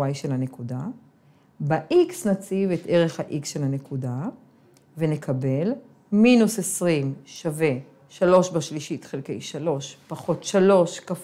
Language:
Hebrew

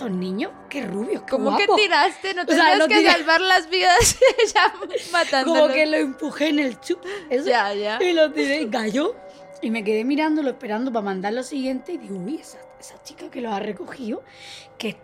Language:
Spanish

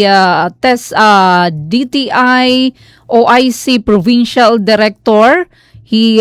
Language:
Waray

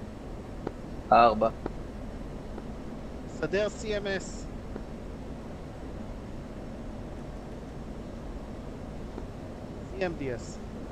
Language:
Hebrew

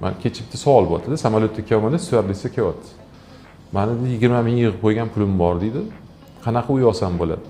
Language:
Uzbek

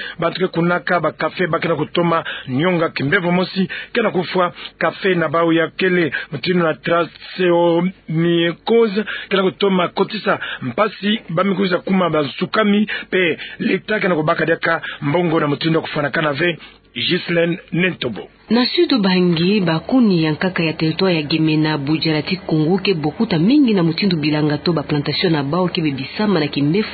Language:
Kituba (Democratic Republic of Congo)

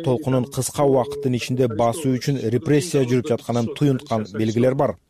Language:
Kyrgyz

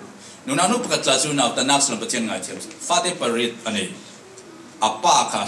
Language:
Falam Chin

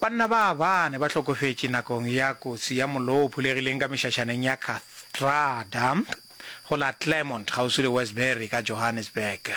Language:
Northern Sotho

